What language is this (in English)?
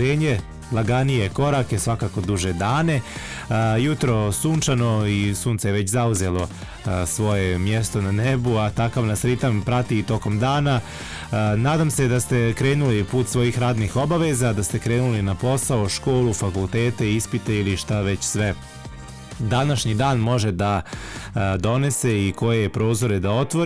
Bosnian